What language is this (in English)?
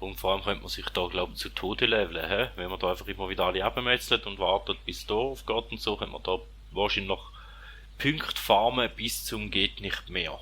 Swiss German